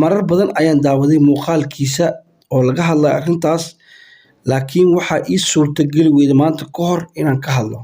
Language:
Somali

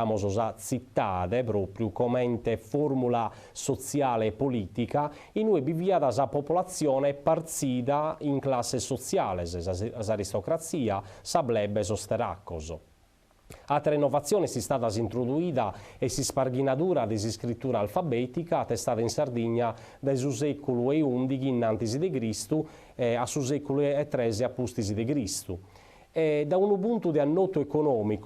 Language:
Sardinian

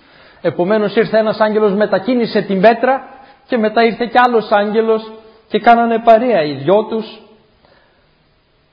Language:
Greek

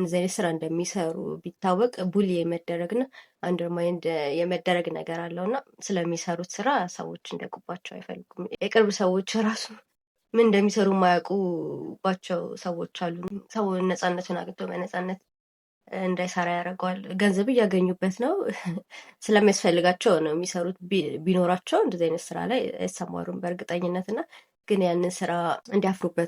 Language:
Amharic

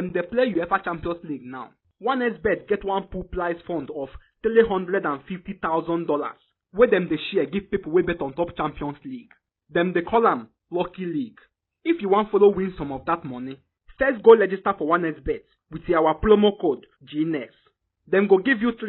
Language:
Nigerian Pidgin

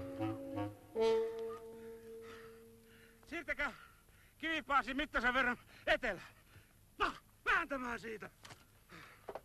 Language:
Finnish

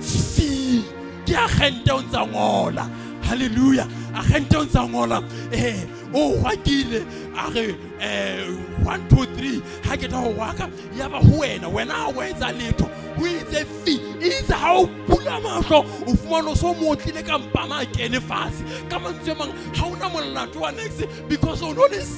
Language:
Southern Sotho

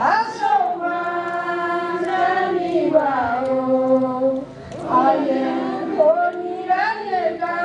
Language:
Gusii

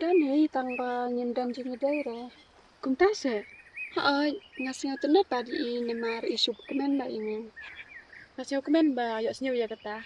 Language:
Khasi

